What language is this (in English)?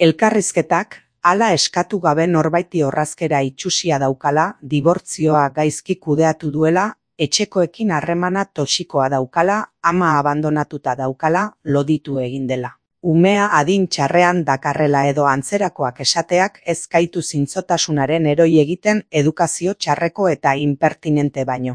Basque